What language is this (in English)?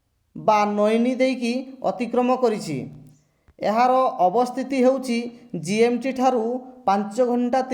Odia